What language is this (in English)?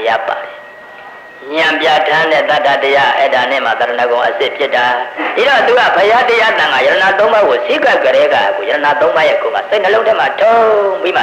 Burmese